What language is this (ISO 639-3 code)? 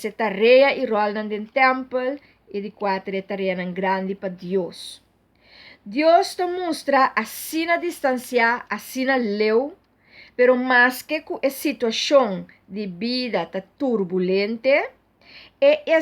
pap